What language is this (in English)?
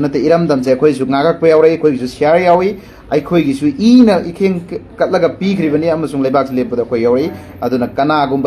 Manipuri